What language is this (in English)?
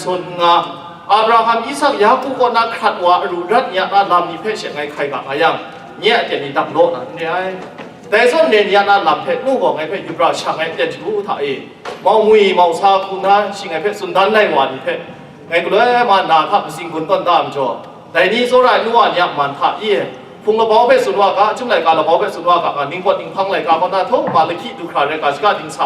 Kachin